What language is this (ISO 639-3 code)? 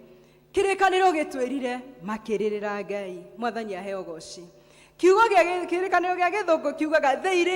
kik